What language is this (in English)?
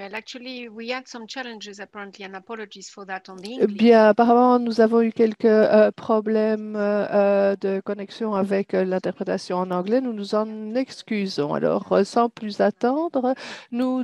French